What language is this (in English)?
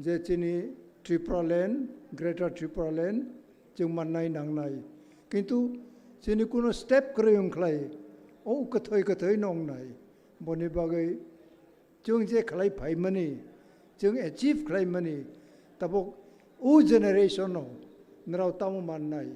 Kok Borok